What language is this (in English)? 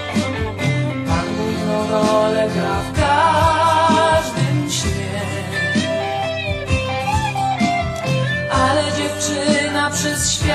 Polish